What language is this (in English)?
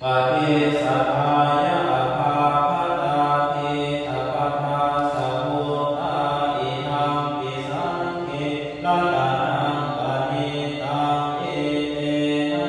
Pali